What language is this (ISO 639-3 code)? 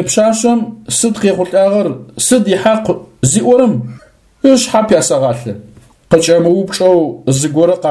ady